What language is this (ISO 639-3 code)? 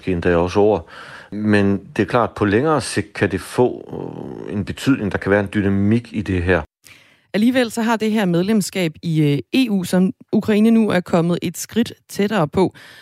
dan